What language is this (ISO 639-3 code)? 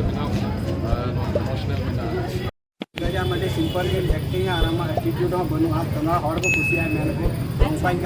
sat